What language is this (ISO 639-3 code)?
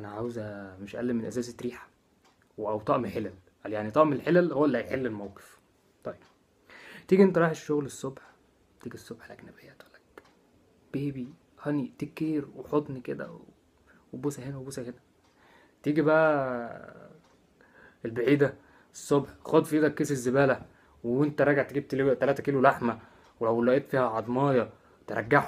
arz